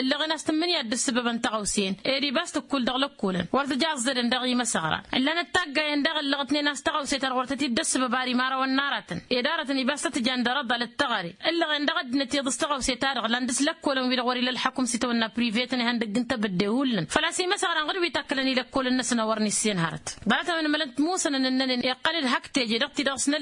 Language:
Tamasheq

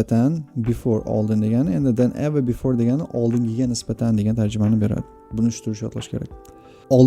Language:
Uzbek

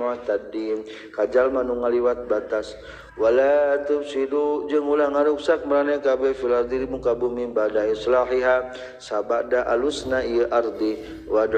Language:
Sundanese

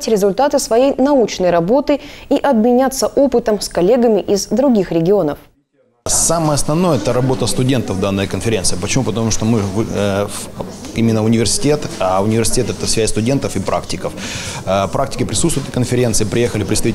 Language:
Russian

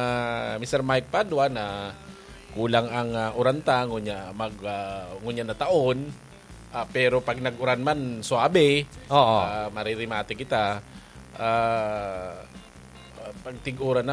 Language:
Bikol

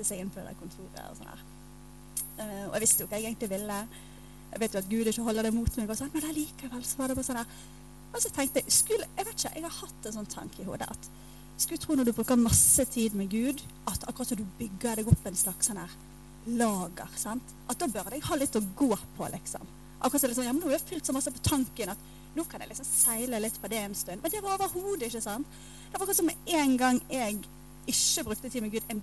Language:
Norwegian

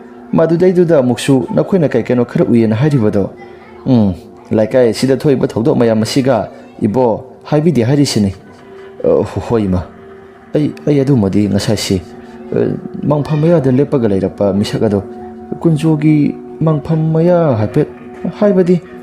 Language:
Manipuri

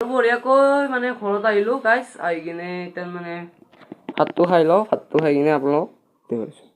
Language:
Assamese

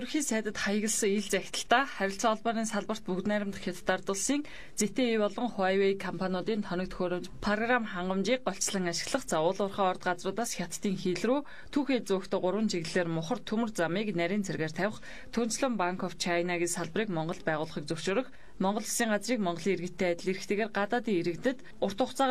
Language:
Mongolian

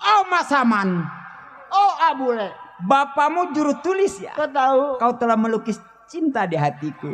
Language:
Betawi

